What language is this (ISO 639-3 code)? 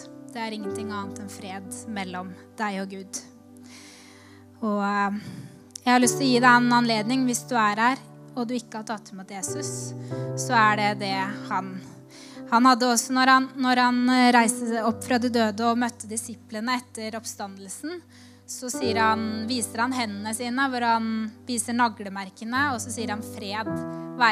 nor